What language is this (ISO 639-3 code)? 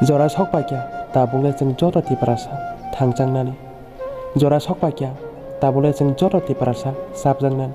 trp